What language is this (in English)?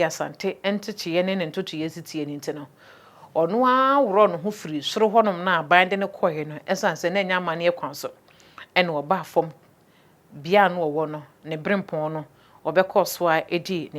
Akan